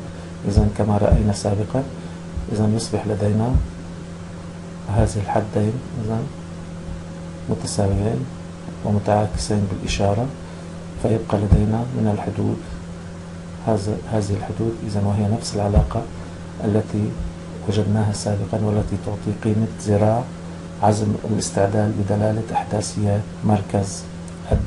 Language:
Arabic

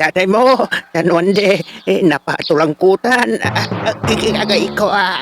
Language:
Pangasinan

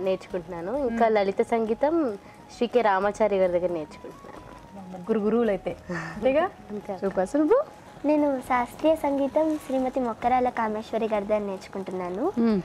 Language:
Telugu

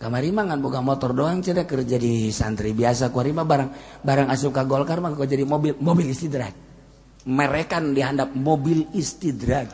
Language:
Sundanese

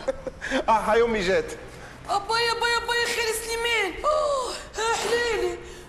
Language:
Tunisian Arabic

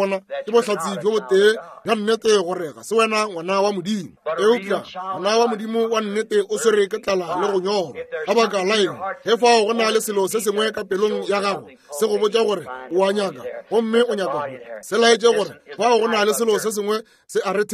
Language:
Northern Sotho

